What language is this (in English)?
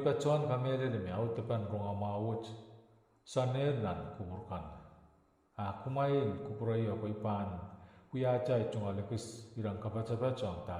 Pohnpeian